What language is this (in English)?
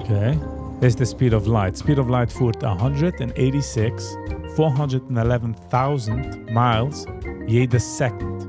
Yiddish